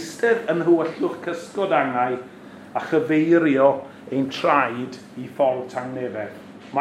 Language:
Welsh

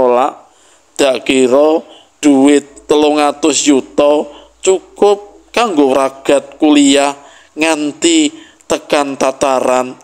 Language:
Javanese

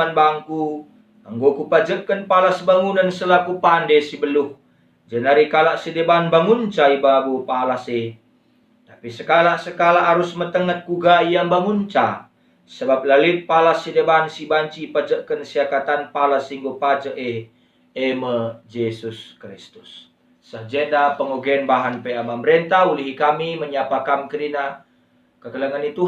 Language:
Batak Karo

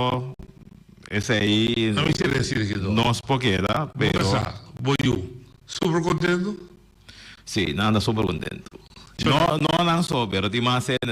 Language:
Papiamento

